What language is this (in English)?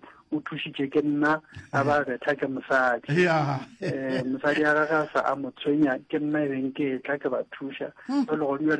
Northern Sotho